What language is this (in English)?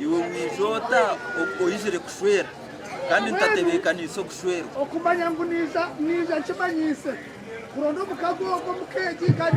Nyankole